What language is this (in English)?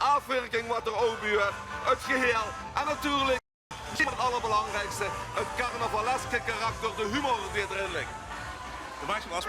Limburgish